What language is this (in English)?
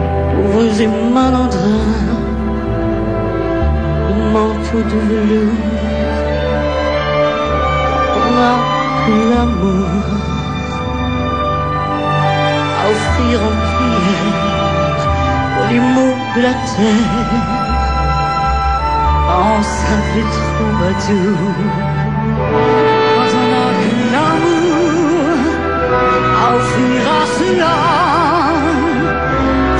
French